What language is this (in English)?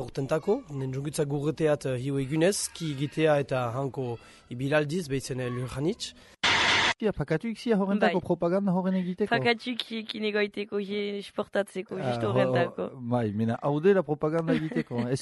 Basque